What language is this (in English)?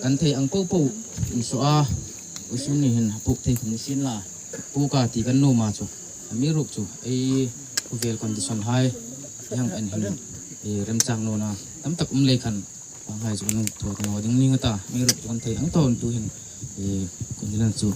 Hmar